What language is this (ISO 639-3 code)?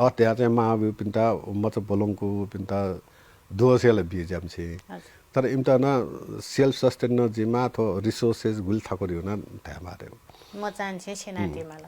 new